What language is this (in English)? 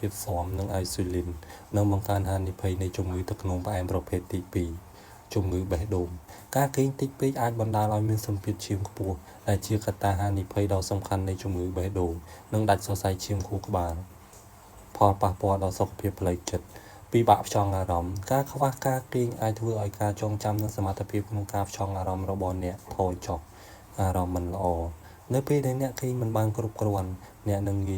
Khmer